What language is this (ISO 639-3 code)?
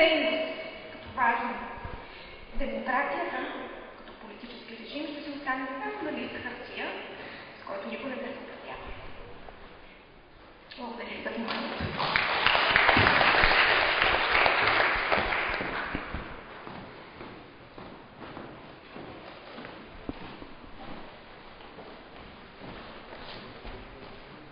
bul